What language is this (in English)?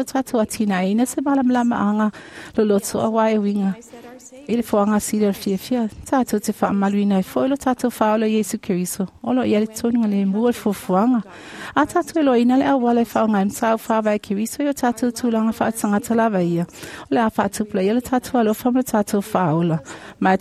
Samoan